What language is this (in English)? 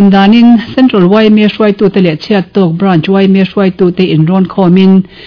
Mizo